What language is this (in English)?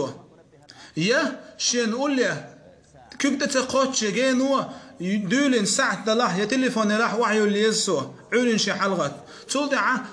Chechen